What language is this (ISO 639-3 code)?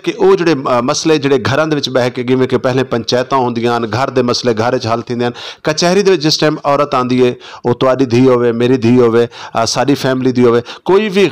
skr